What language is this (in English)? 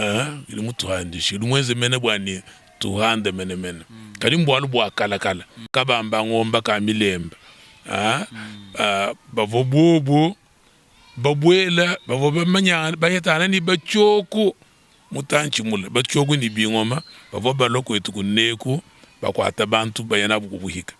Luba-Lulua